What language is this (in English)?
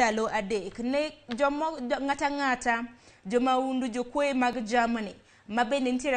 Luo (Kenya and Tanzania)